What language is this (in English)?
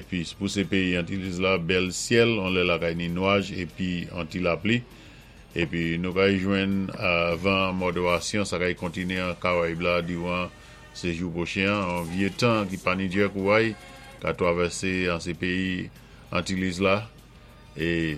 Saint Lucian Creole French